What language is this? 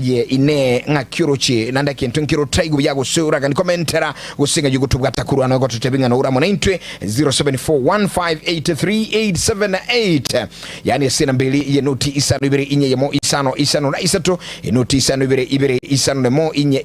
Gusii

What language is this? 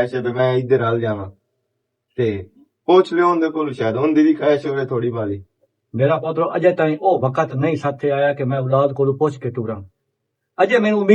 Western Panjabi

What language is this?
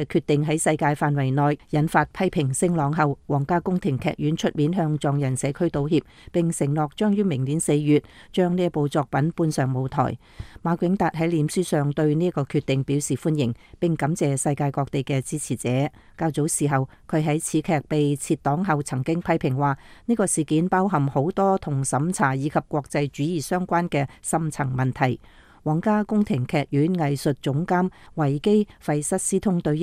Cantonese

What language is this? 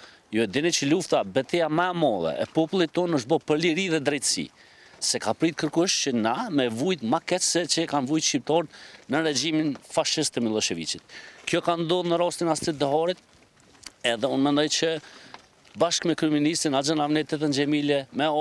Albanian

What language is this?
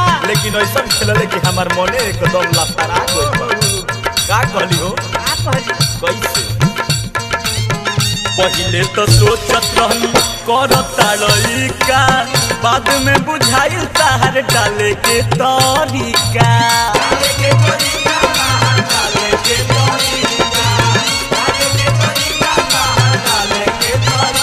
Bhojpuri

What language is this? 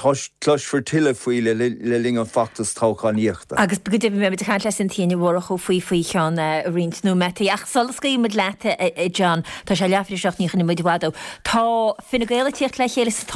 Irish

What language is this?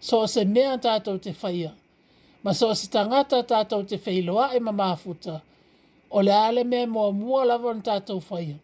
Samoan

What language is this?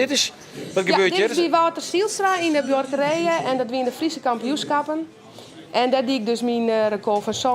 Western Frisian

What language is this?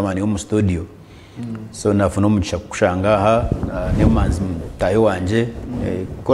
Nyankole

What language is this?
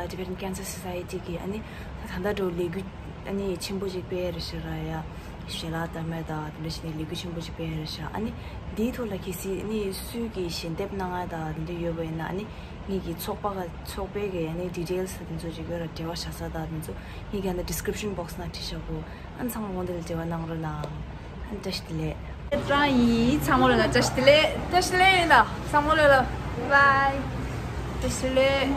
Tibetan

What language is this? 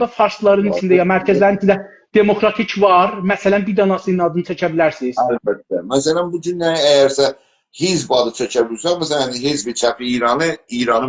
South Azerbaijani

